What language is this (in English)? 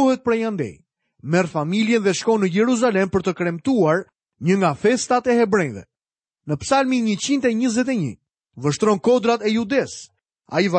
Albanian